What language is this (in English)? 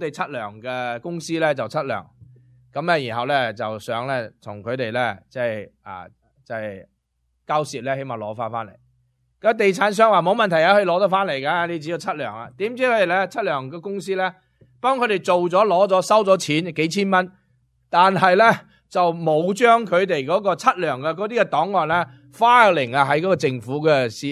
Cantonese